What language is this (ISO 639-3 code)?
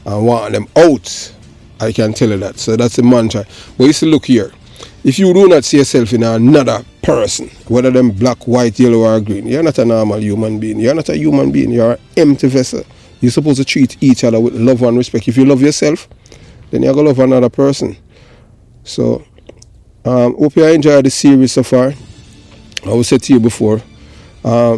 jam